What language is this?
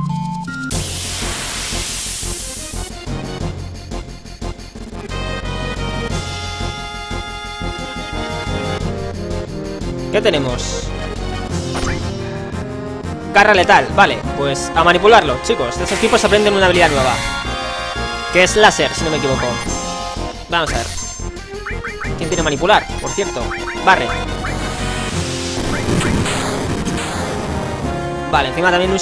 Spanish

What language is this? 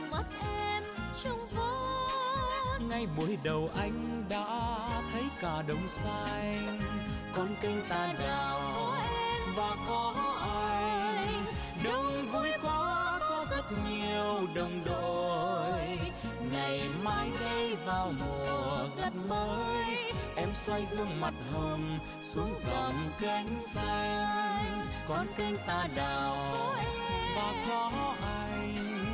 Vietnamese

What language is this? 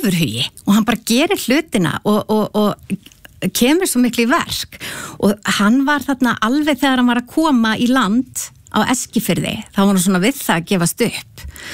Icelandic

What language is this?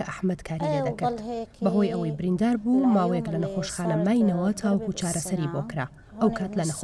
Central Kurdish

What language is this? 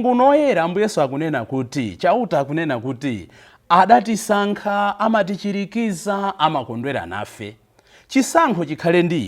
Nyanja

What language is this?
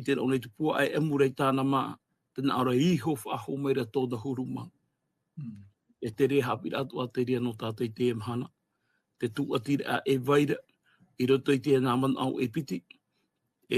Tahitian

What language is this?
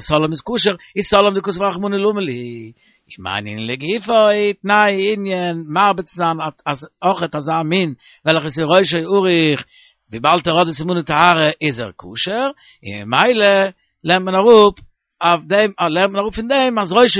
Yiddish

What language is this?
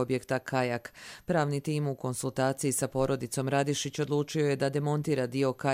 Croatian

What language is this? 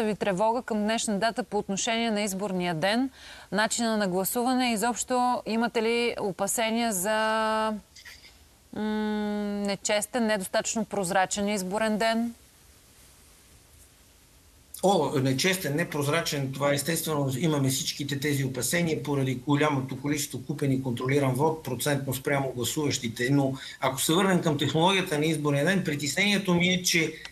Bulgarian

